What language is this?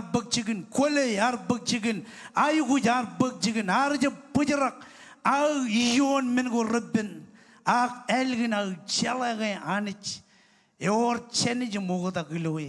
Marshallese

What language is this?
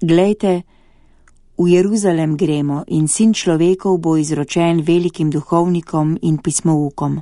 Slovenian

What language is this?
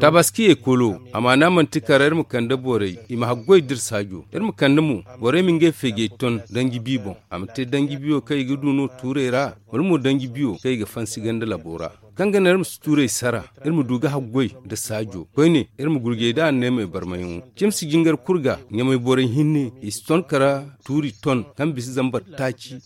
Zarma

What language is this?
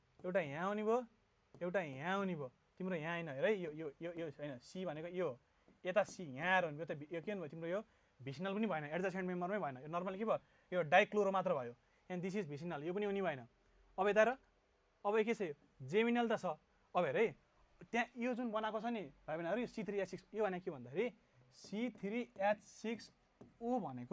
Nepali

